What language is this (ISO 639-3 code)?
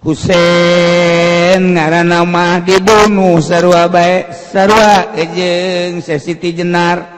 sun